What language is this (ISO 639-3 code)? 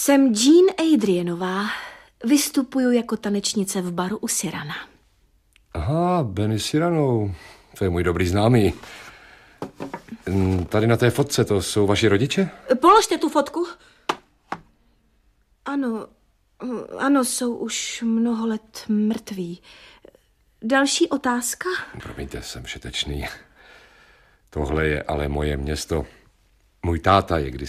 ces